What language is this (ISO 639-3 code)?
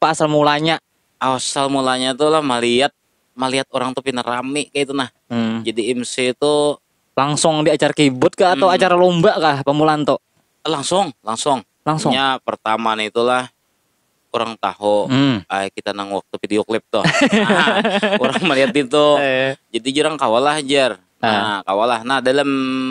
bjn